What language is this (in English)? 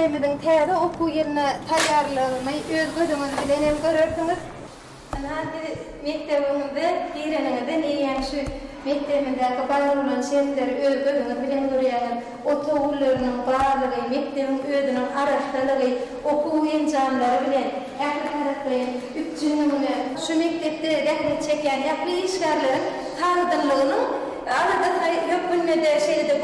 Turkmen